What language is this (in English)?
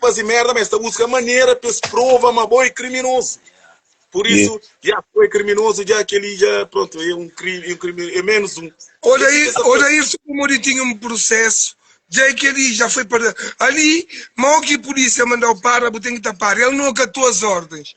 Kabuverdianu